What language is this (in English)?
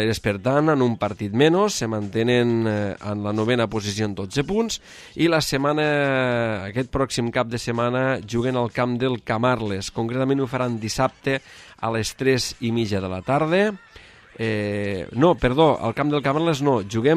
Catalan